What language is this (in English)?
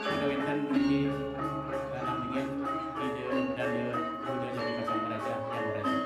Balinese